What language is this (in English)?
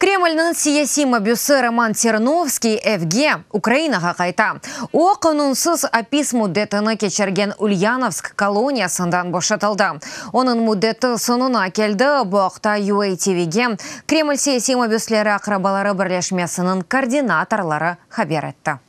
Crimean Tatar